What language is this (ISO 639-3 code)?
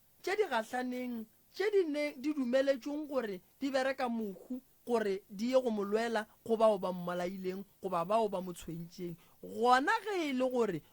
nso